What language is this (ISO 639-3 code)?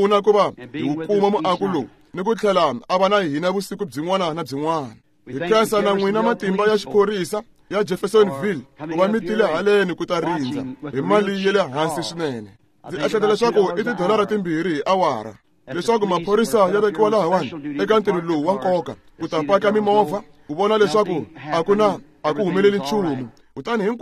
tso